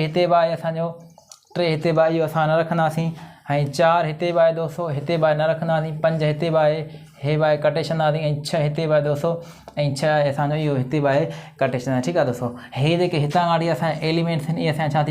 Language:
Sindhi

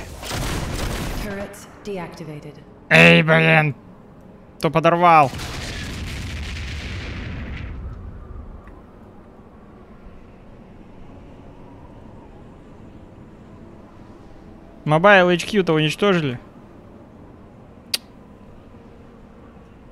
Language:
Russian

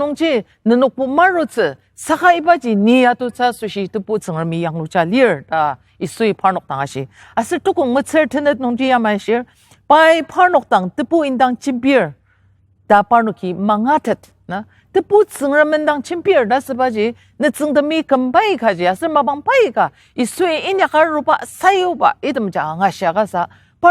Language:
Ao Naga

